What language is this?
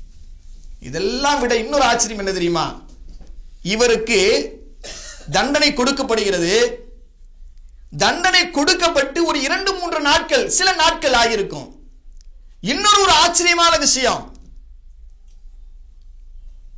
Tamil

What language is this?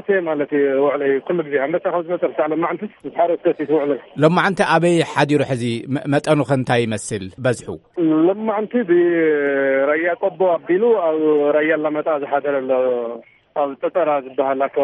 Tigrinya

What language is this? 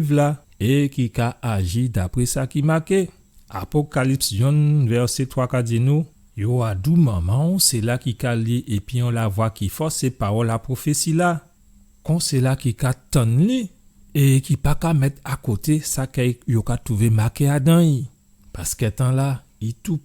Guadeloupean Creole French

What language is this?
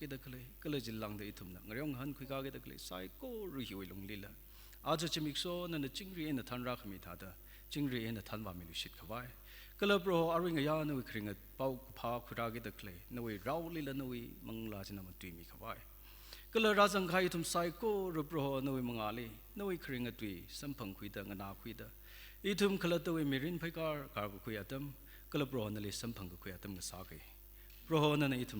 Tangkhul Naga (India)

